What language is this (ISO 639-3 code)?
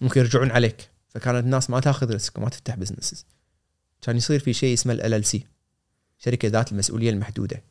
afb